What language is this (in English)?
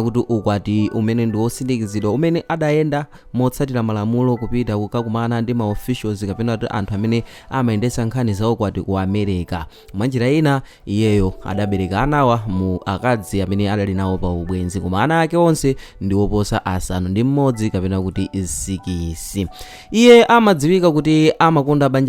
Nyanja